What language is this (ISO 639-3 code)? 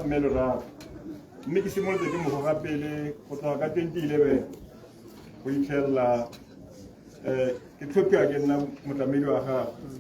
tsn